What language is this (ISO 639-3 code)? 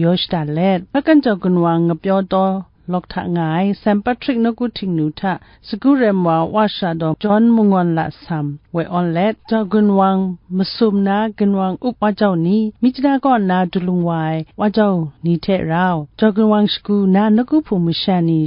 kac